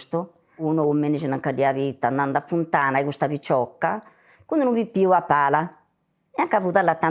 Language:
Sardinian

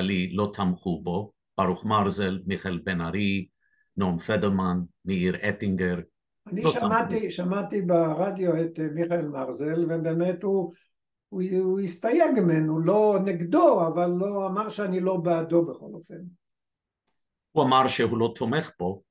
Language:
Hebrew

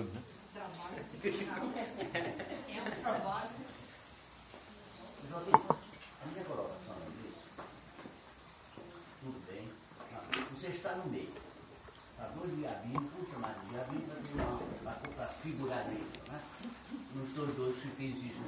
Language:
Portuguese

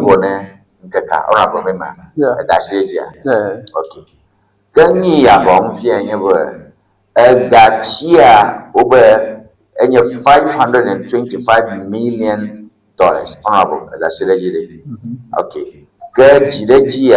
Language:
Ewe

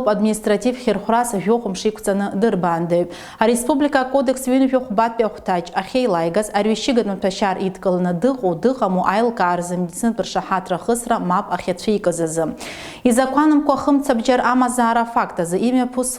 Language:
Abkhazian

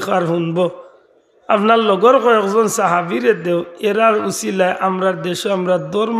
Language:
Sylheti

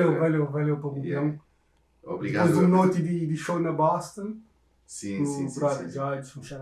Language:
Kabuverdianu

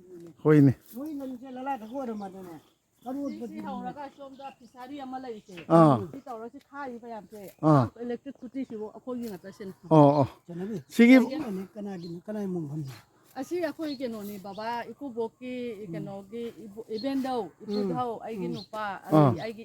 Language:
Manipuri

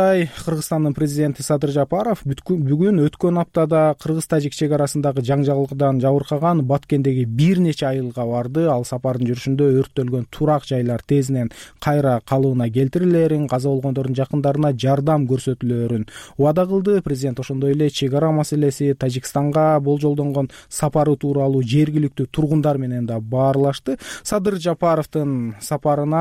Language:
Kyrgyz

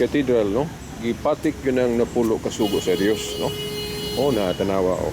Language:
Cebuano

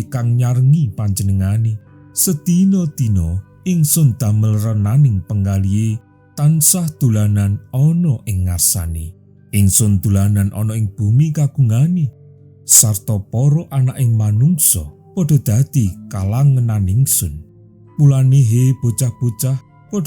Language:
Javanese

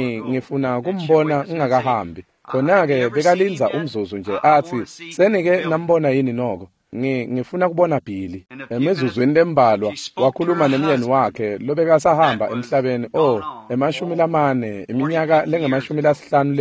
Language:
Swati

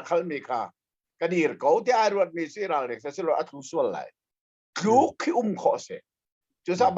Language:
Hakha Chin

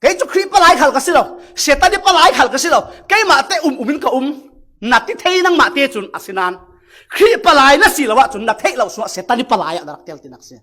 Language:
Falam Chin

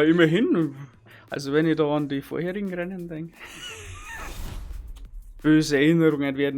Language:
Bavarian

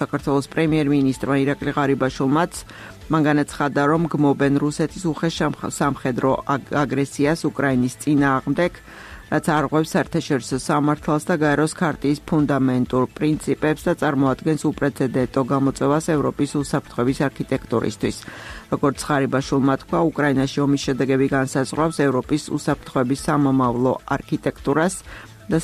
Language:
Georgian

